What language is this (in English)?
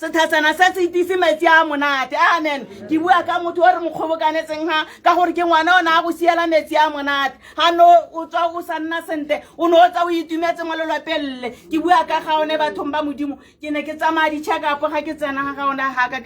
Tswana